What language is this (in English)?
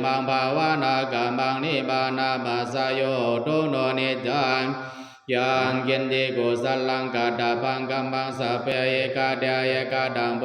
Pali